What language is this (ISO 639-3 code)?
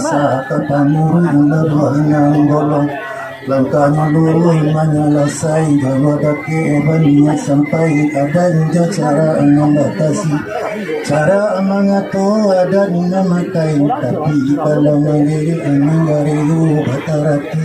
min